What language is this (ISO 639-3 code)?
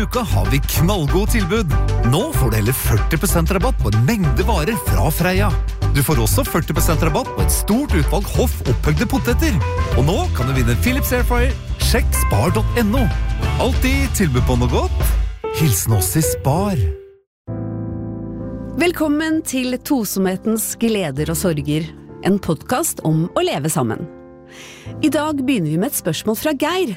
nor